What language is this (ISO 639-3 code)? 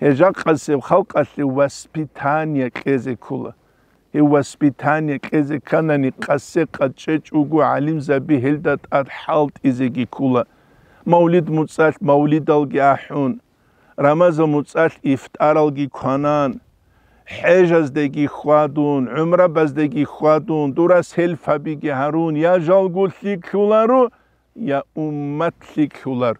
ava